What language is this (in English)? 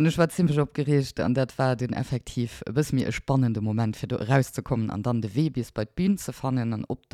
Luxembourgish